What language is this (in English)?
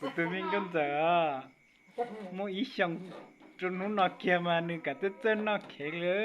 Hmong